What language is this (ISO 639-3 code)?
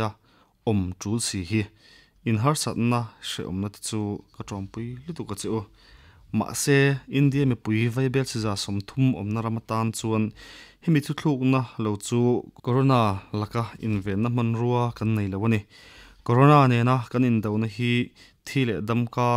lus